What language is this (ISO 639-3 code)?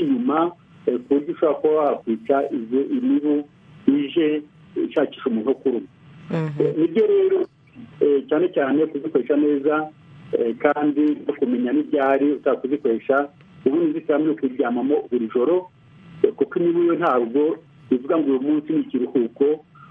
kin